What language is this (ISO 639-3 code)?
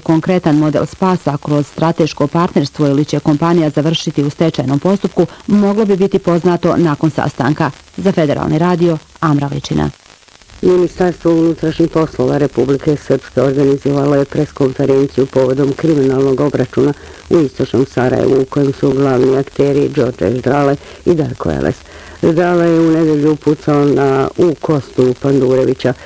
bos